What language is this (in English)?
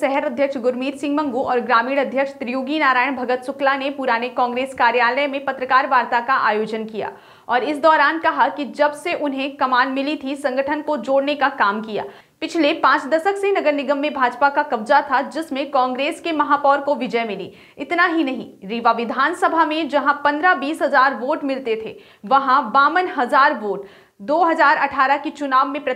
Hindi